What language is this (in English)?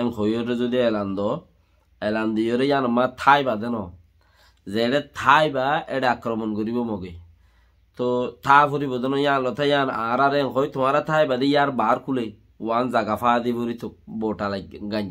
Rohingya